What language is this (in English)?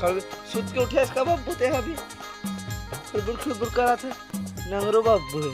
Chhattisgarhi